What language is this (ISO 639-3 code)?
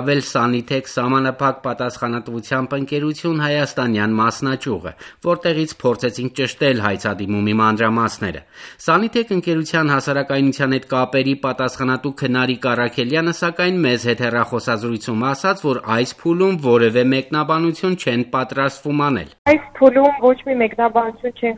hye